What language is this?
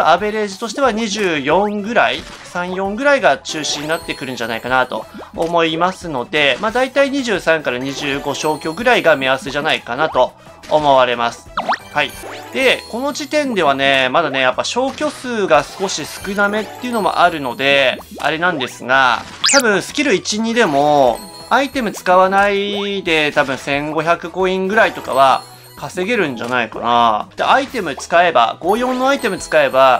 Japanese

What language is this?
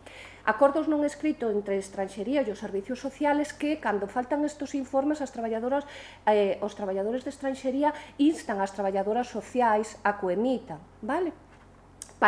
Galician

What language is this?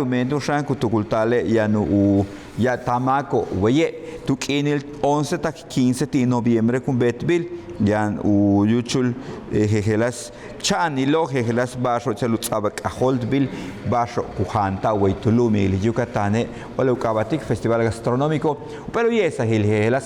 Yucateco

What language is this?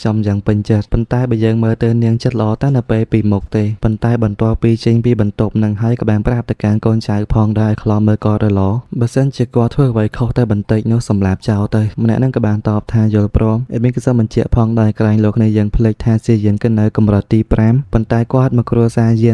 Khmer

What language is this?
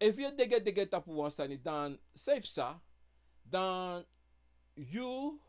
Sranan Tongo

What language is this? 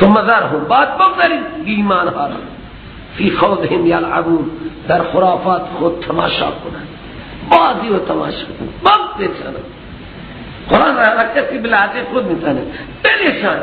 Persian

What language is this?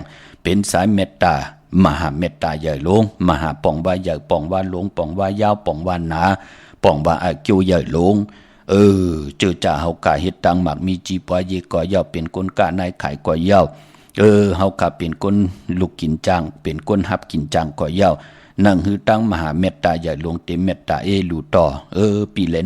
Shan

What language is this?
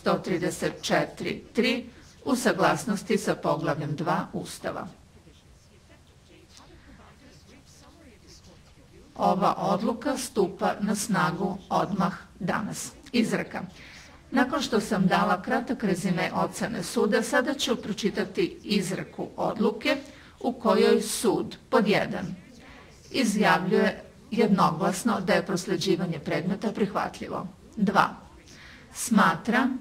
Serbian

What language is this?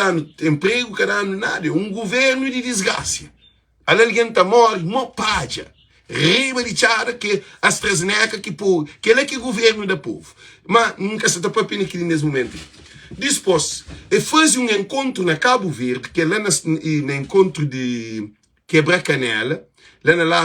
Kabuverdianu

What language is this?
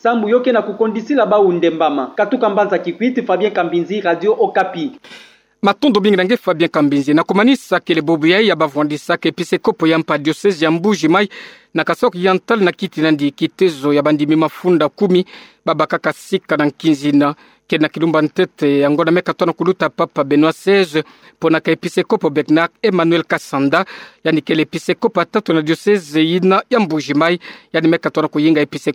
Kituba (Democratic Republic of Congo)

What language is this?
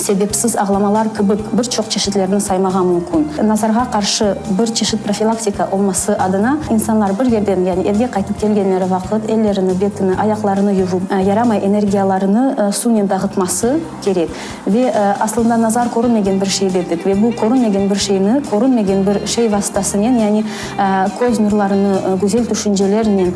Crimean Tatar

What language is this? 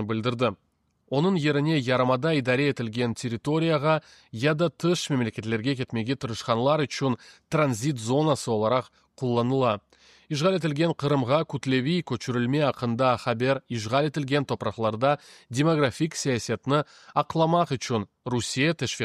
Crimean Tatar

